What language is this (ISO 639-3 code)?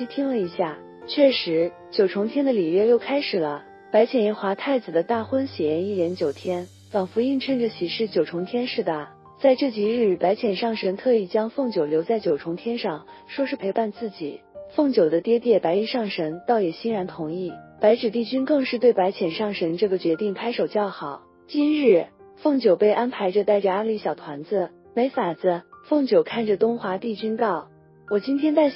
zho